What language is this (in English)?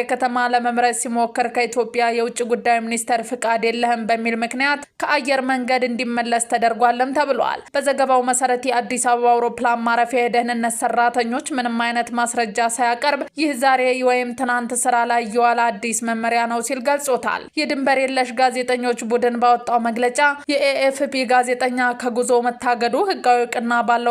Amharic